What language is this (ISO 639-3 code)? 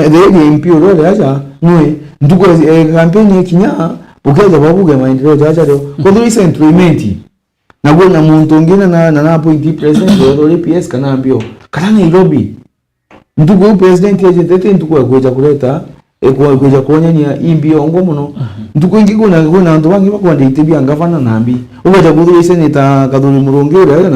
mer